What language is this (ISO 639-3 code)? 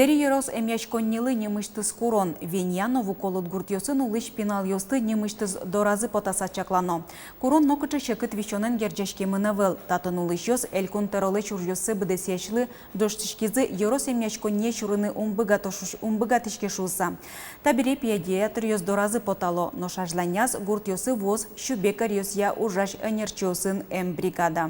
udm